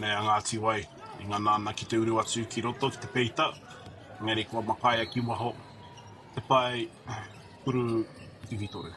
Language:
Māori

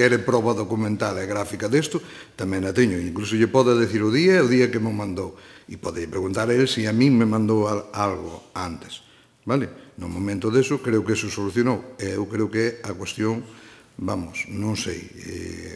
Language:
Galician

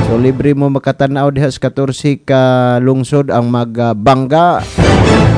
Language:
Cebuano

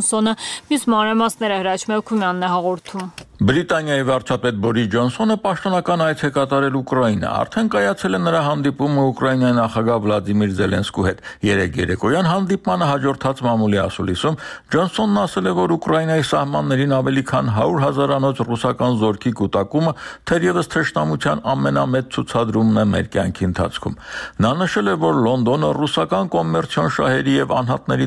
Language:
Armenian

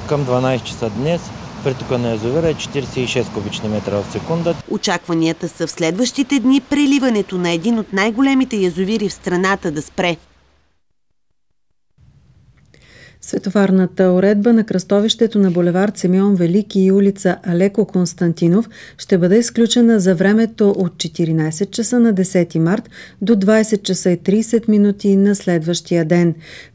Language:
Bulgarian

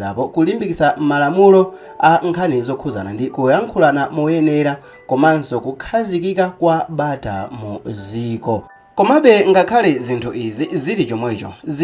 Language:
Nyanja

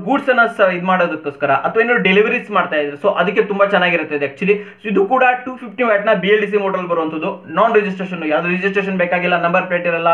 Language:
Kannada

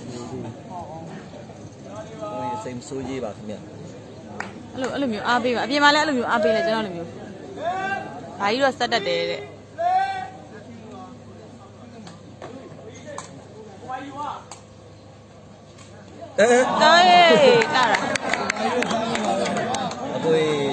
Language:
Burmese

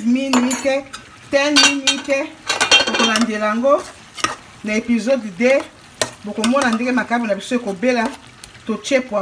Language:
Lingala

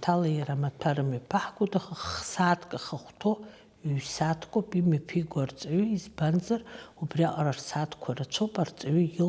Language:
Abkhazian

